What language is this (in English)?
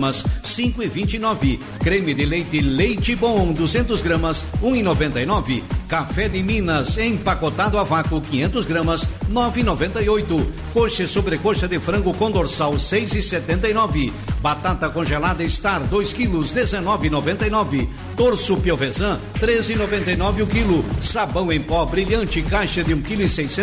Portuguese